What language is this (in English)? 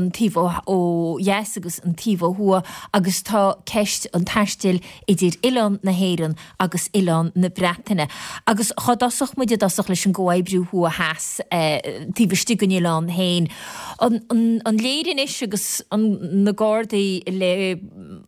Irish